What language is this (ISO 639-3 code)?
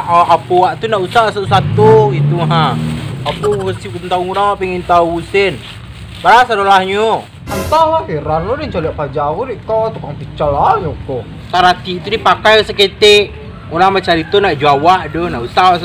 min